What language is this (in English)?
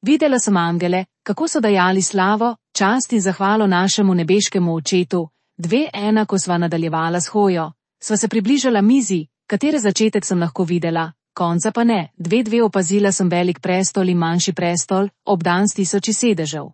Slovenian